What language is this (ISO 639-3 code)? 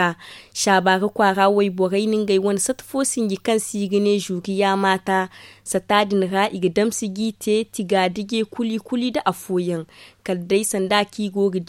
dje